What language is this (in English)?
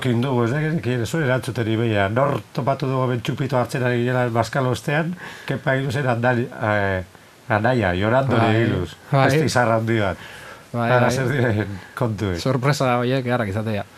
Basque